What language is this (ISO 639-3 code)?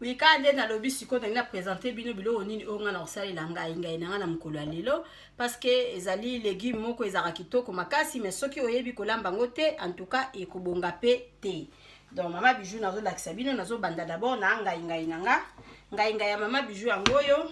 lin